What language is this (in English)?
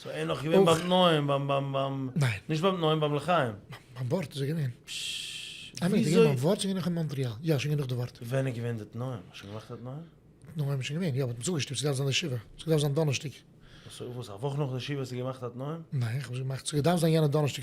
Yiddish